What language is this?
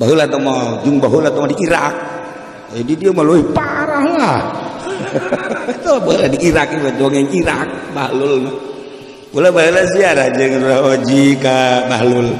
Sundanese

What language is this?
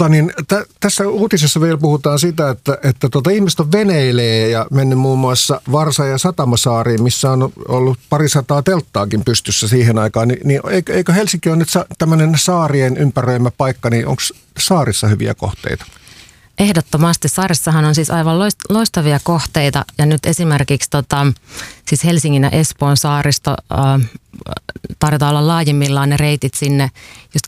Finnish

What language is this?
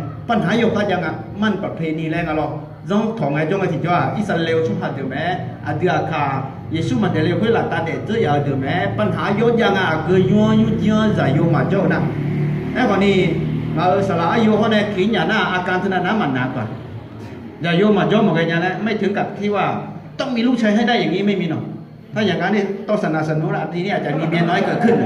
Akha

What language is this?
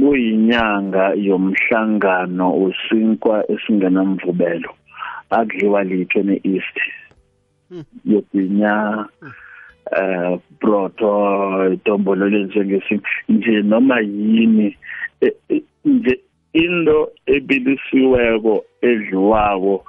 South Ndebele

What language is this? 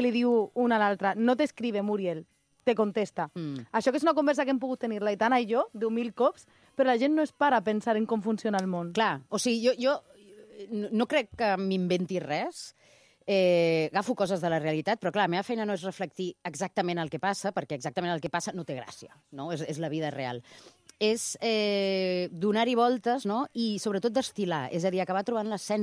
Catalan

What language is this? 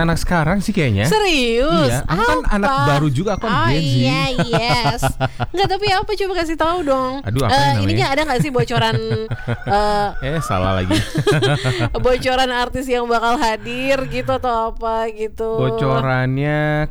Indonesian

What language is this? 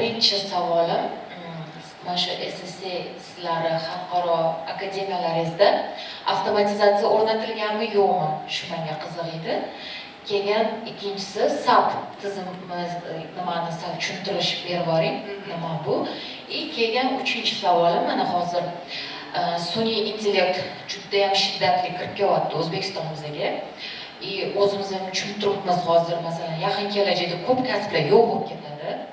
Uzbek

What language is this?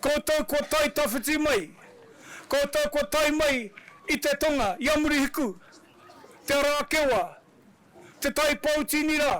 Māori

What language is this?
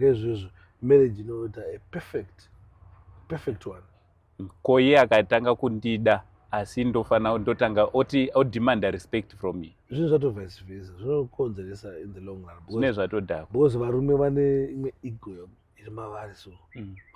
Shona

